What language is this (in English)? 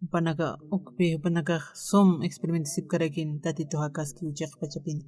Aymara